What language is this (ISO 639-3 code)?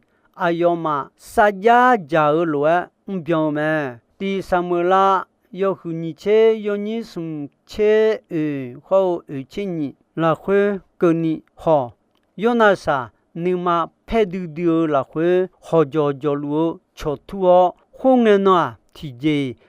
ahk